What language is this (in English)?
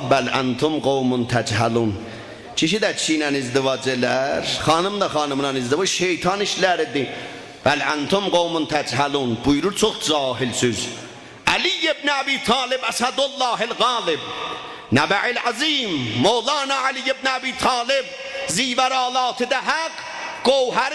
South Azerbaijani